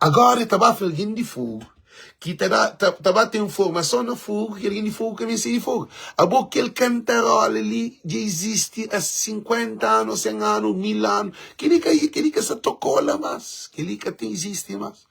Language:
Kabuverdianu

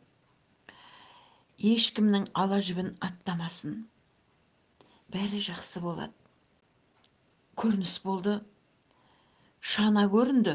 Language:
Kazakh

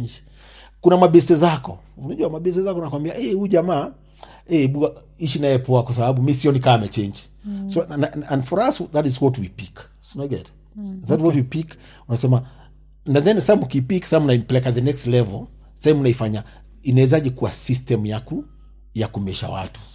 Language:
Swahili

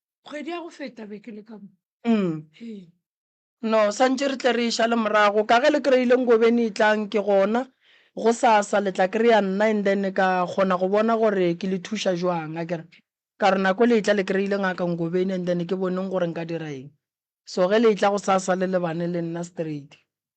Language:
Northern Sotho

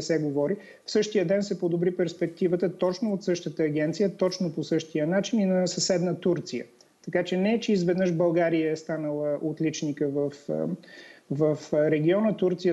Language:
Bulgarian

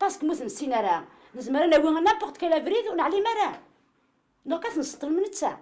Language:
Kabyle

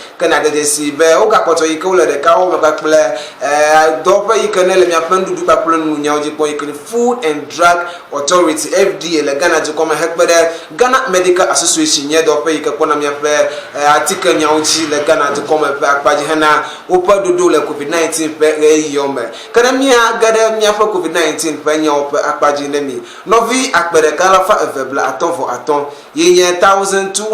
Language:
Ewe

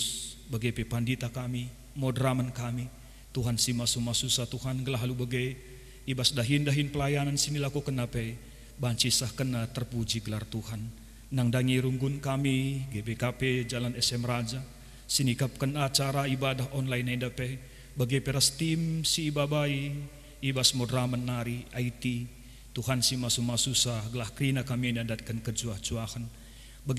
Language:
Batak Karo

